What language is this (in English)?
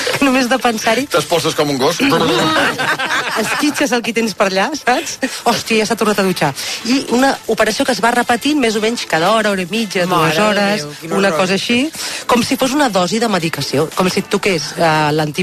Catalan